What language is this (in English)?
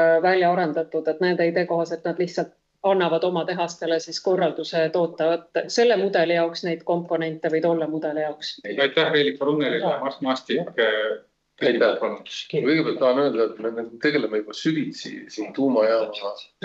Estonian